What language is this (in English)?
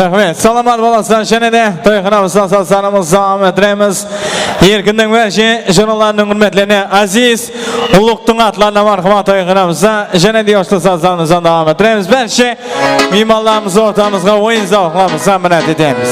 Kara-Kalpak